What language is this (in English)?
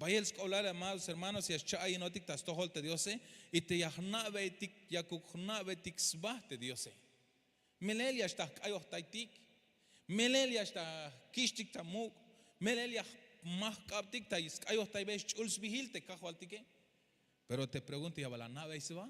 Tzeltal